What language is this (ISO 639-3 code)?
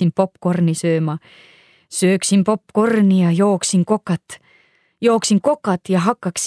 est